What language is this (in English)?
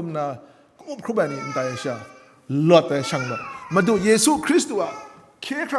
Kachin